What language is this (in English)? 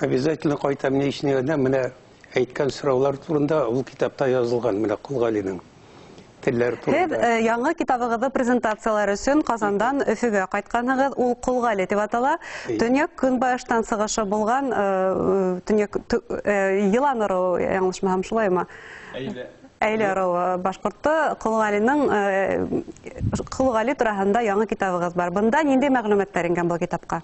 Bashkir